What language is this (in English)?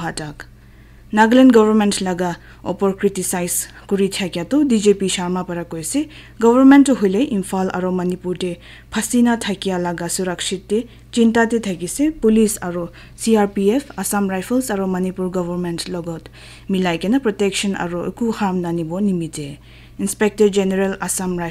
Naga Pidgin